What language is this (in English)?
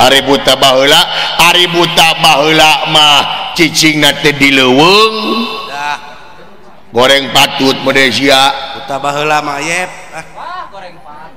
Sundanese